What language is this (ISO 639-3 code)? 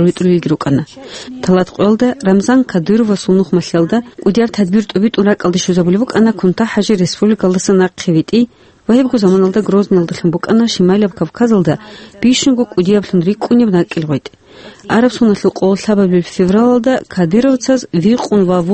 ava